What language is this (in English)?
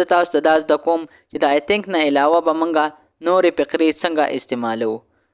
Pashto